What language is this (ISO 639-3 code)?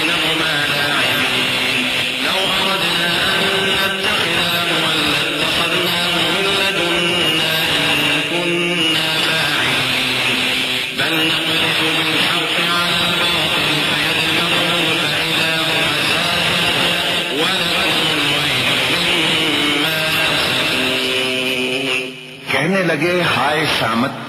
urd